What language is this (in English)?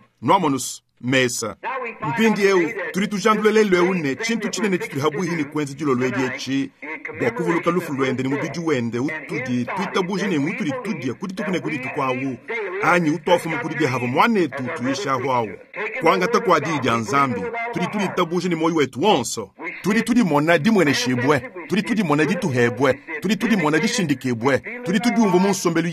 Luba-Lulua